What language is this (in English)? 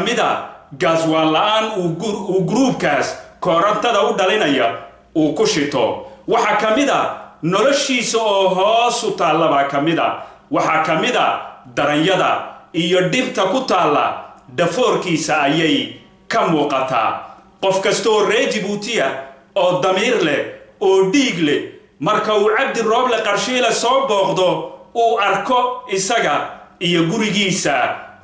Somali